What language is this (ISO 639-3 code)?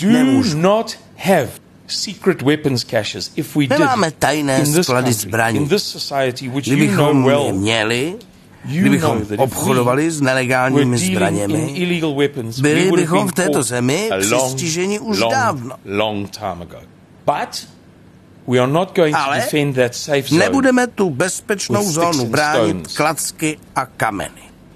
ces